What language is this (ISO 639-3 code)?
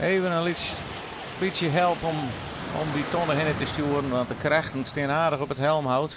fry